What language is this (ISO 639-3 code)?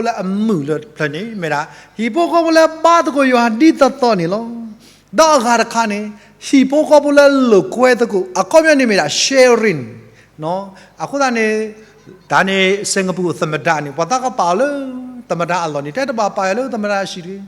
ksw